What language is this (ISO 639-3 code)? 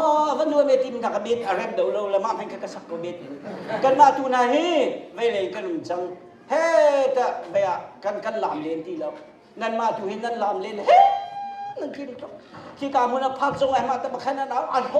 cnh